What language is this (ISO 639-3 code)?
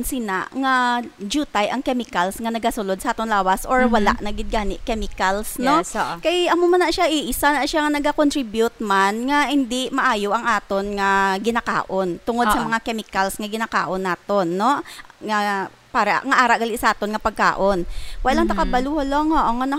hil